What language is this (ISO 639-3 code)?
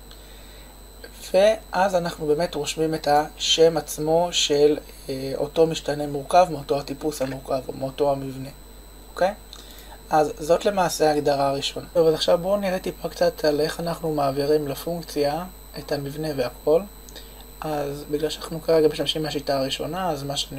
heb